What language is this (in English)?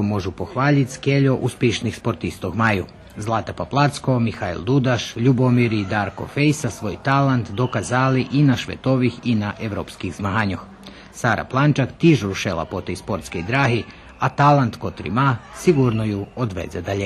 Rusyn